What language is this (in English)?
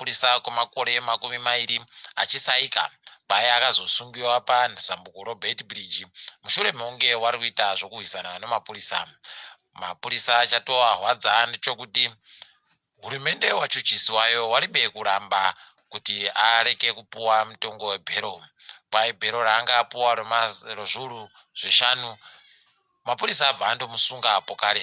Ndau